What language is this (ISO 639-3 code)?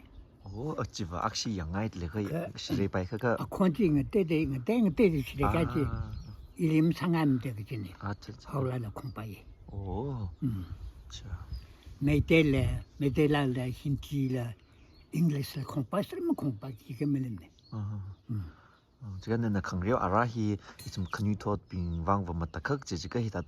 nmf